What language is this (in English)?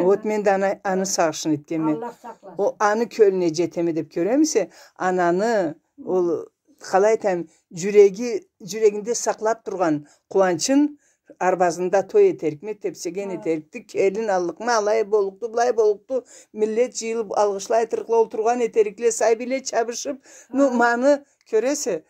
Karachay-Balkar